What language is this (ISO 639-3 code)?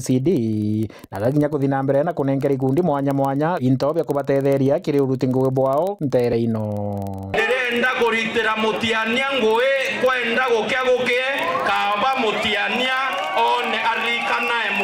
mer